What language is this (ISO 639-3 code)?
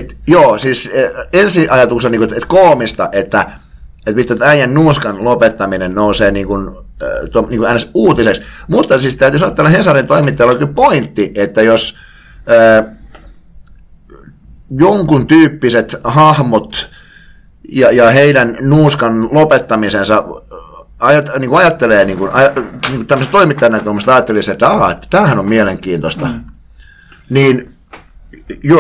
fin